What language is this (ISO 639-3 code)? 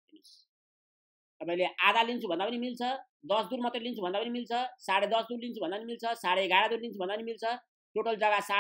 nep